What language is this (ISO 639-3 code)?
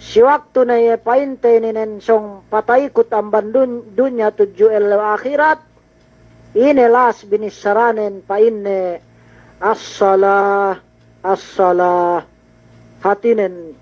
yka